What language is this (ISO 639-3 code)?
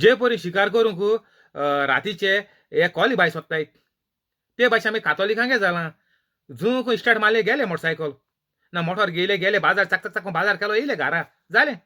kok